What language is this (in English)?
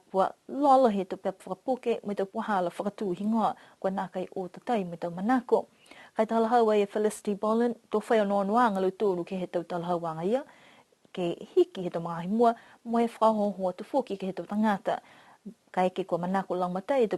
Niuean